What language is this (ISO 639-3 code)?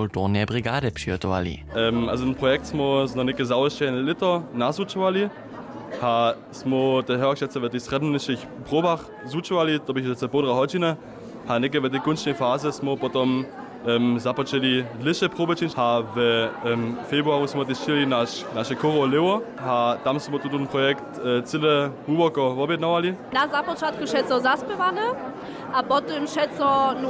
hsb